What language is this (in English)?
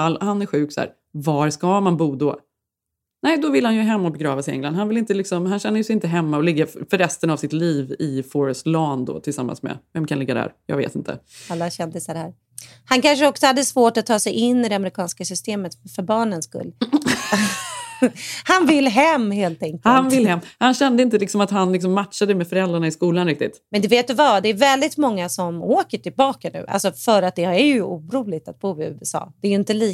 Swedish